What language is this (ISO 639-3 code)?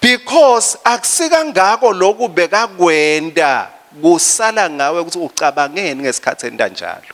ssw